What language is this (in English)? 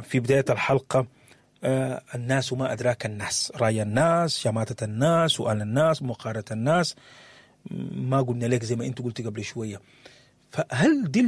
Sudanese Arabic